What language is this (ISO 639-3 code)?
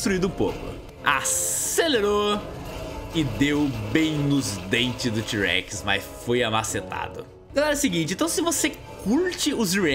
por